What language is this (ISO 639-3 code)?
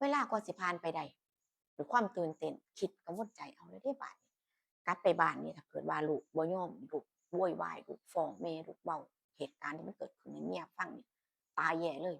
tts